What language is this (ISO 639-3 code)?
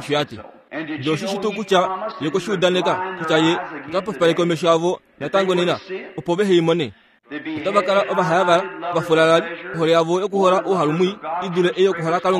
kua